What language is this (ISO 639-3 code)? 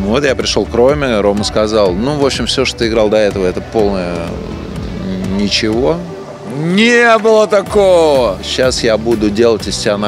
rus